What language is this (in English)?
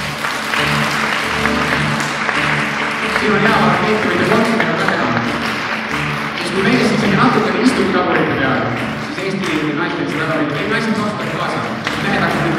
Estonian